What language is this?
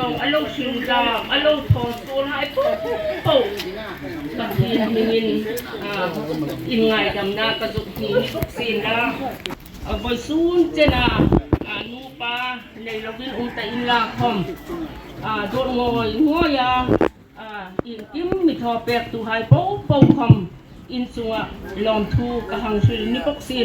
Hmar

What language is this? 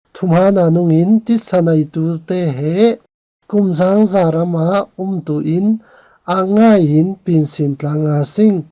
Falam Chin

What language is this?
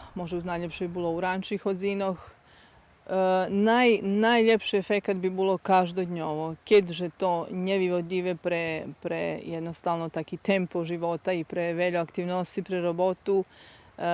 Rusyn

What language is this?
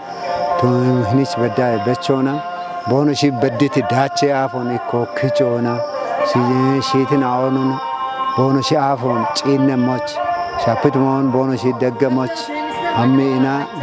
Kafa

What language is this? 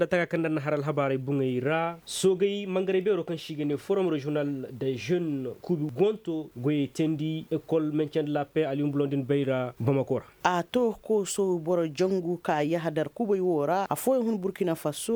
Koyraboro Senni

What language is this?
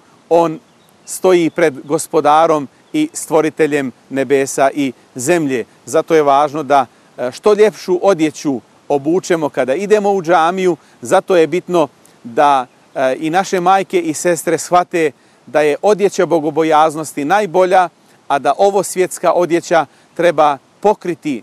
Bosnian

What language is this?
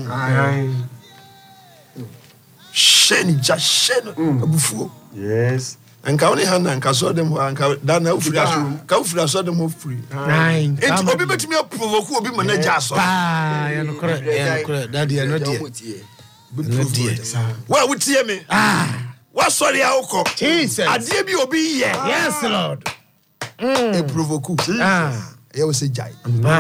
Akan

